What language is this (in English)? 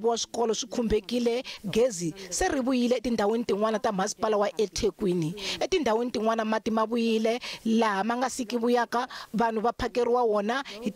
Tsonga